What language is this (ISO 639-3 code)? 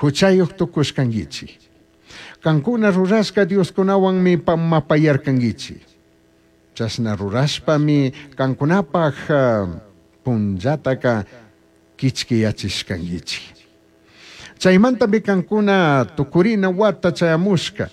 qug